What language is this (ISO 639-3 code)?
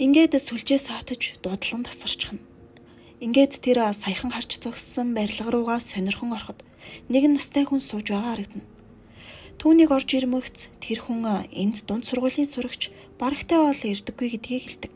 mon